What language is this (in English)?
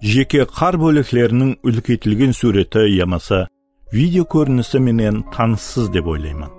Kara-Kalpak